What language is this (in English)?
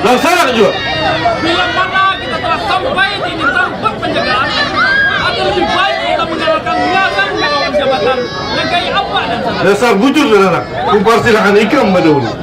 Banjar